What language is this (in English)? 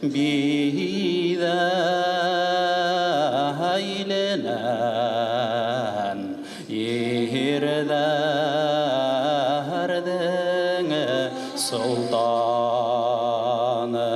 Bashkir